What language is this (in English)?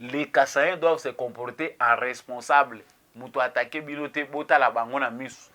Lingala